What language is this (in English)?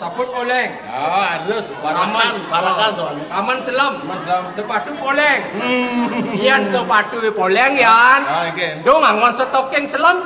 Balinese